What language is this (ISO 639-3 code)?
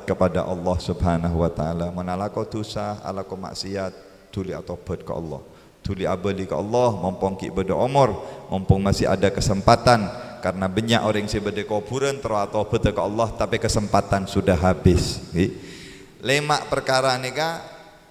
mad